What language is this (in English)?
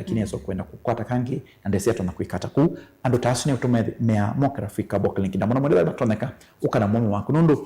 Kamba